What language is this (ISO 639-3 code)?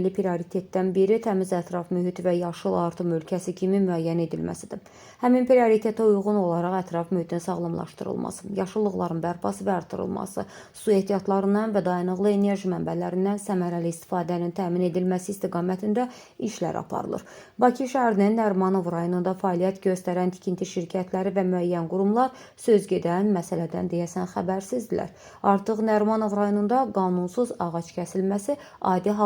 aze